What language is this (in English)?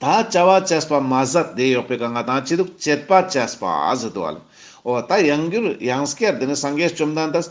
Ladakhi